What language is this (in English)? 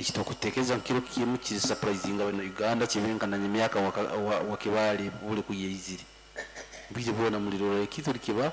Nyoro